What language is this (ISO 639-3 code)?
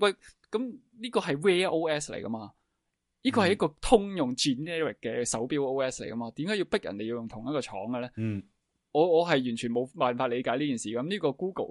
yue